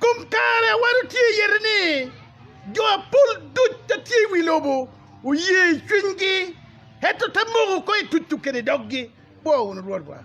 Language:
Acoli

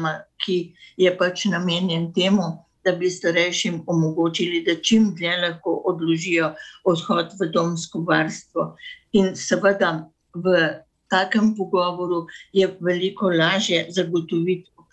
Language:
Slovenian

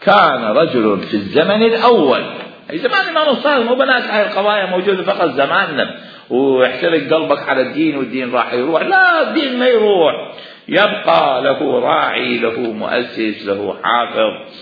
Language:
Mesopotamian Arabic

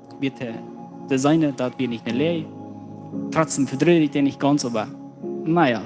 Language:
Plautdietsch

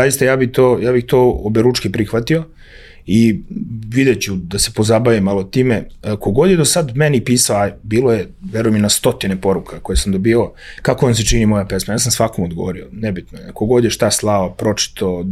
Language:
Serbian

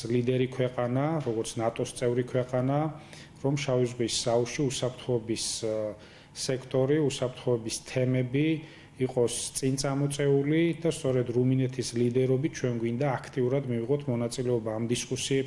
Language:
Georgian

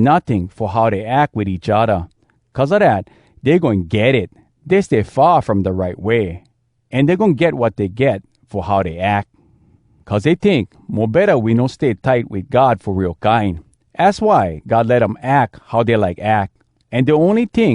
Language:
Hawai'i Creole English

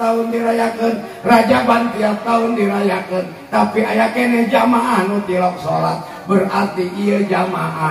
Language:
Sundanese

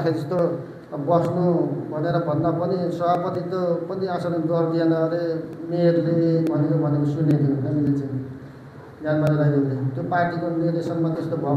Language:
Nepali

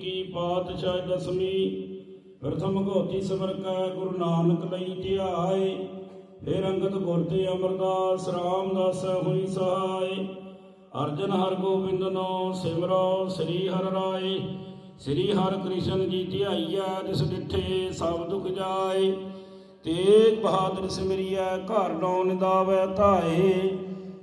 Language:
Punjabi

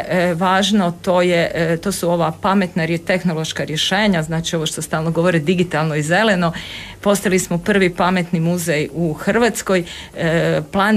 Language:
Croatian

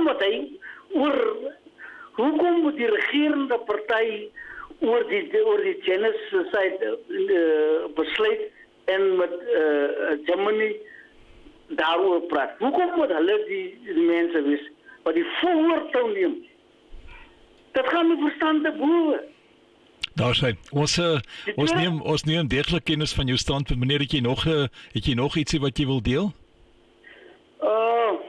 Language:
Afrikaans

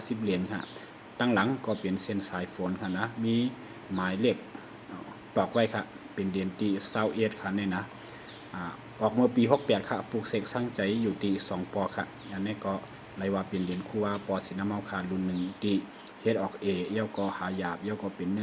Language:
Shan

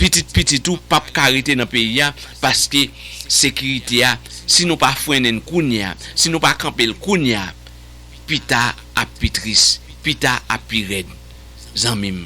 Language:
Haitian Creole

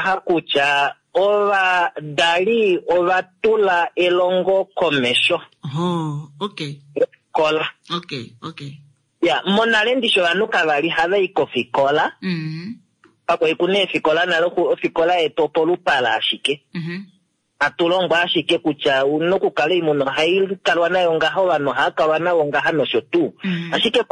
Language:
Kuanyama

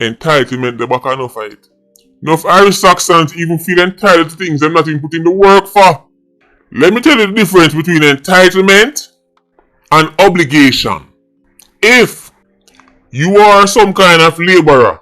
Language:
Jamaican Creole English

